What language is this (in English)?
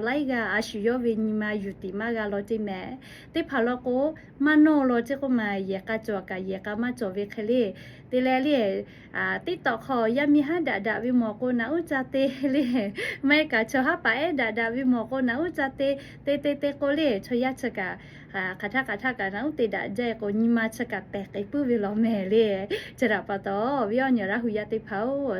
Lahu